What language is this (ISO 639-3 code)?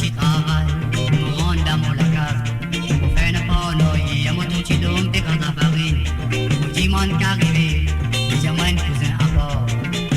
mfe